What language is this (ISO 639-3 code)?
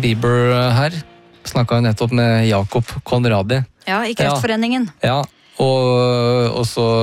nor